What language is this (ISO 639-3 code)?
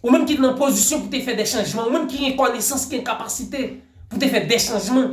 hat